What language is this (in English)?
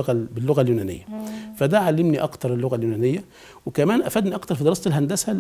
Egyptian Arabic